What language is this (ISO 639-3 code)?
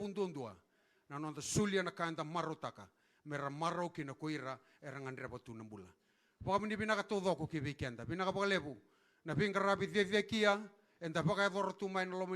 fij